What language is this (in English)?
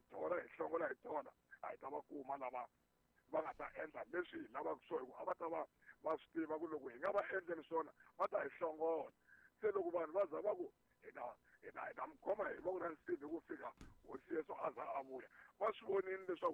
Tsonga